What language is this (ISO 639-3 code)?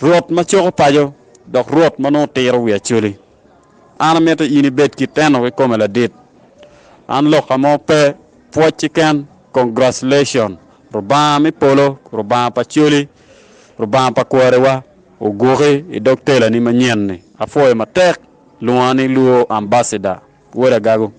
ach